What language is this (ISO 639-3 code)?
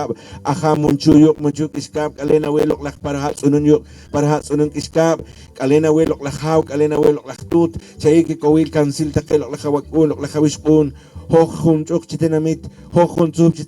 poh